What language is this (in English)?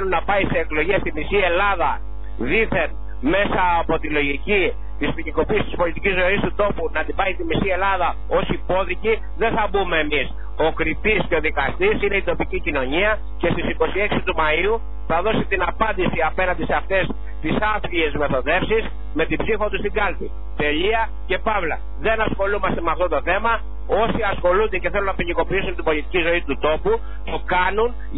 Greek